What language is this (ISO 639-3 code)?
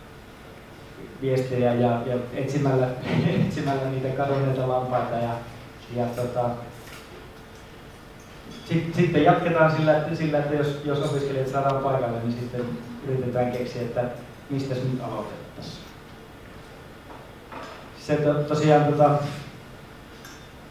fin